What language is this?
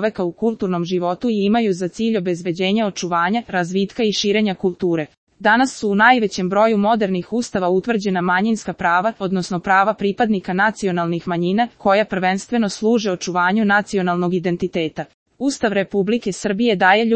Serbian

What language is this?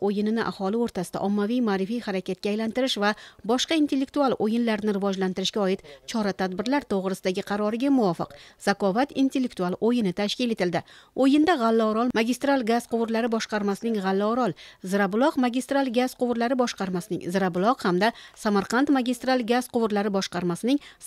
Uzbek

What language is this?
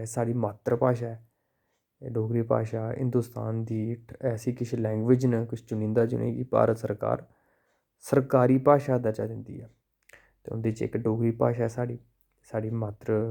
Dogri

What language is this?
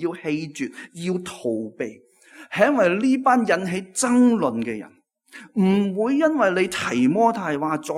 Cantonese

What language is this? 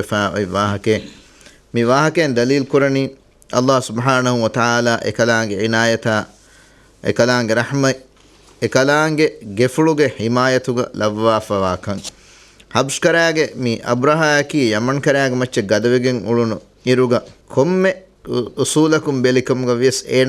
Divehi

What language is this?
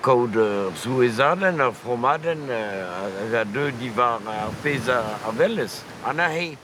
Breton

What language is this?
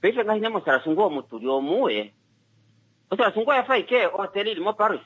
Kuanyama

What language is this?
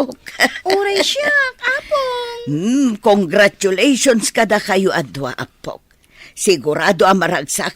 Iloko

